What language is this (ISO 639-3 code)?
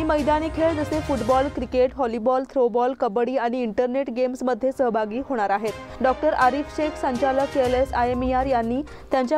mar